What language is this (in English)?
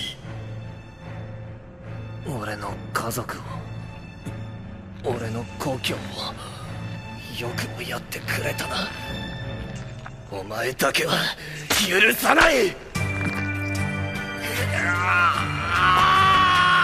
Japanese